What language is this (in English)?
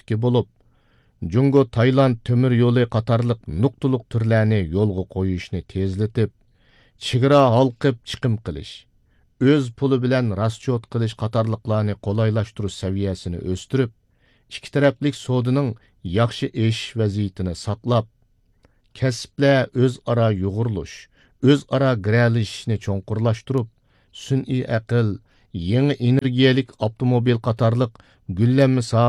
Uyghur